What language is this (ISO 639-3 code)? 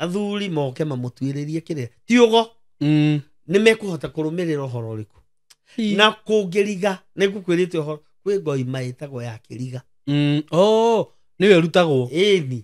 kik